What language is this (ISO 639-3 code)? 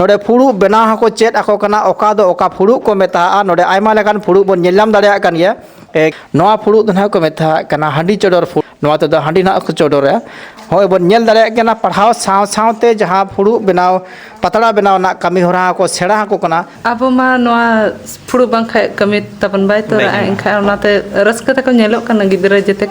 sat